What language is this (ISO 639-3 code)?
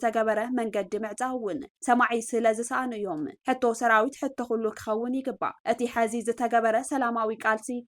tir